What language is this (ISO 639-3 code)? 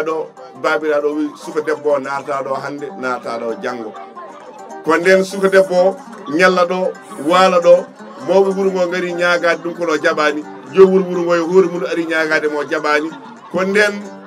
ful